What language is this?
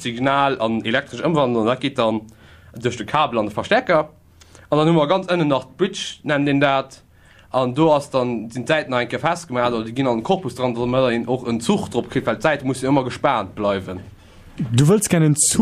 Luxembourgish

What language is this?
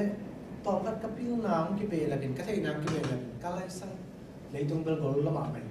Tedim Chin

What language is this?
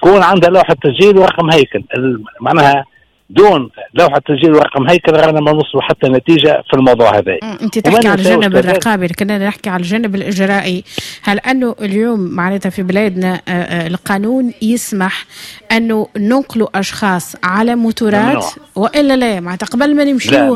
Tunisian Arabic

